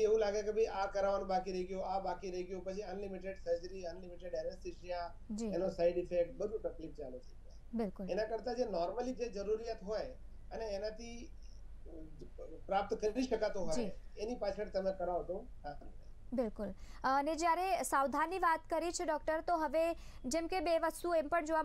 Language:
Gujarati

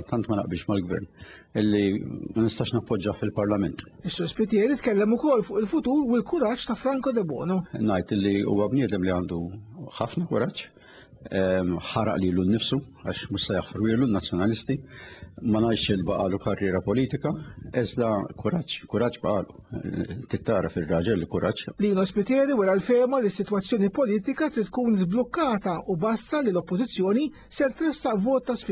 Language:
Maltese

